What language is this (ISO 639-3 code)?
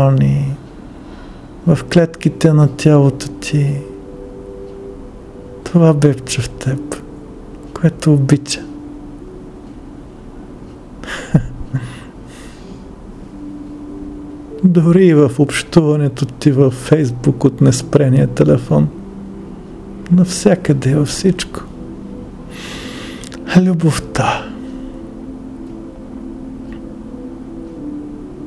bul